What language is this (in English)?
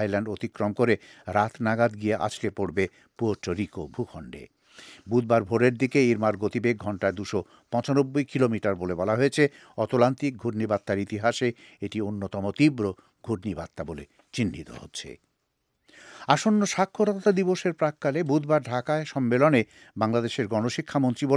Bangla